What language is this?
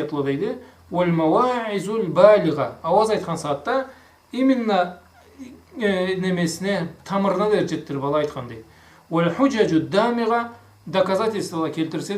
Karachay-Balkar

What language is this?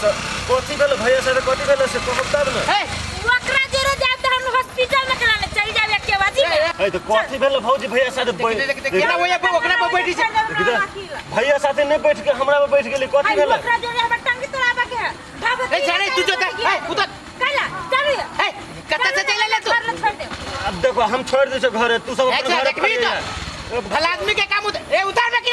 Maithili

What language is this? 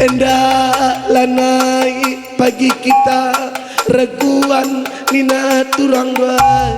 Batak Karo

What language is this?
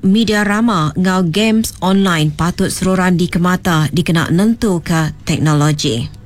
Iban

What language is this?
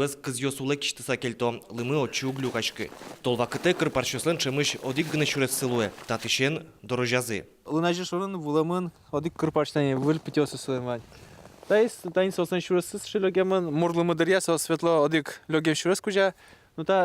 Udmurt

